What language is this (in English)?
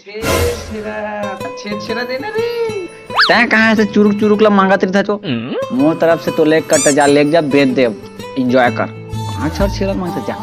Chhattisgarhi